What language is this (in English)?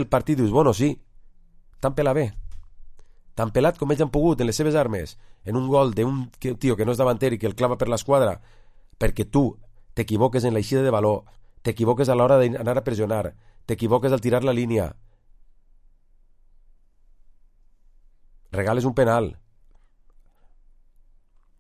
Catalan